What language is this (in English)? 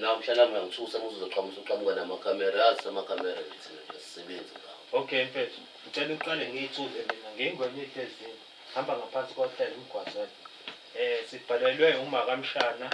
Zulu